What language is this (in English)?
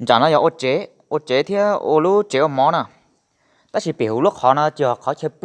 Hmong